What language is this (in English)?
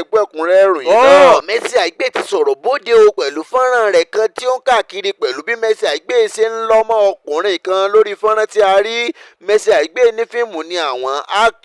Yoruba